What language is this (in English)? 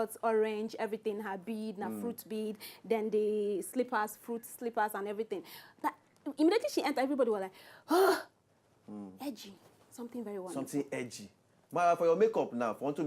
Nigerian Pidgin